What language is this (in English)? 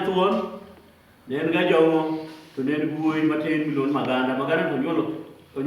Luo (Kenya and Tanzania)